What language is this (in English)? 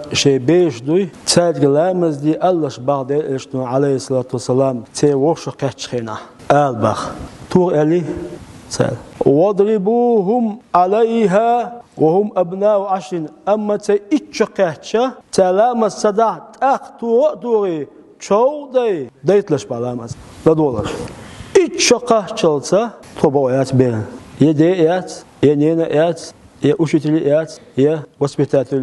Chechen